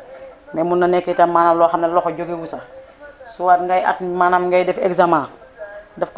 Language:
Wolof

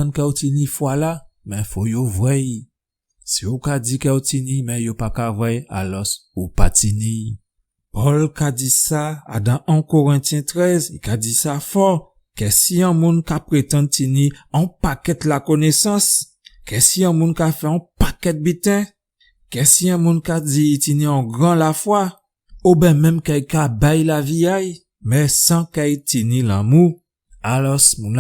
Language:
Guadeloupean Creole French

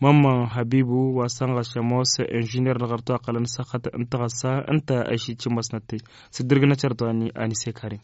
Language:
Tamasheq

